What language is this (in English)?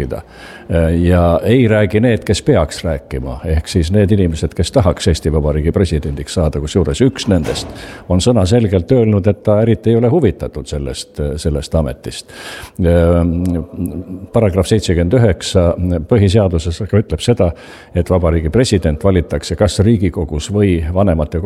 Estonian